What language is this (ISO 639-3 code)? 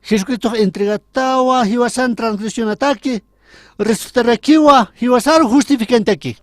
aym